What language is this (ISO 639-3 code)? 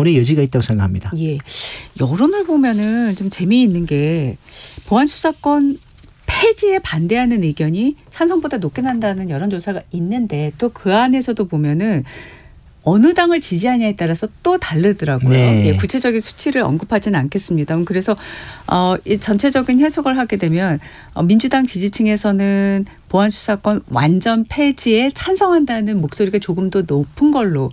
kor